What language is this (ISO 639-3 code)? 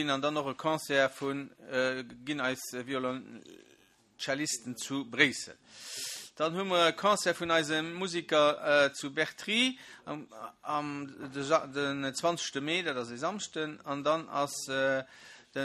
ltz